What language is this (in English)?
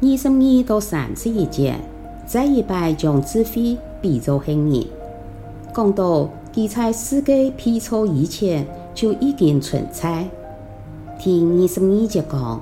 Hakka Chinese